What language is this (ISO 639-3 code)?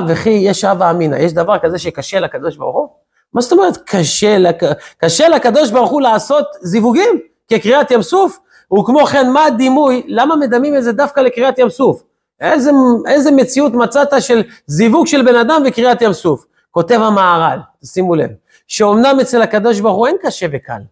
heb